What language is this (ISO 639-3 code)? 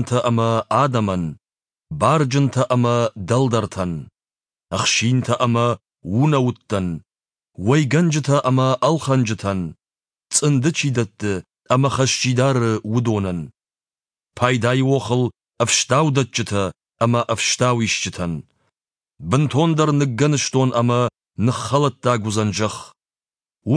oss